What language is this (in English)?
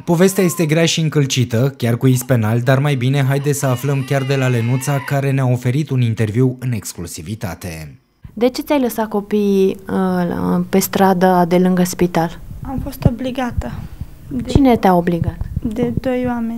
Romanian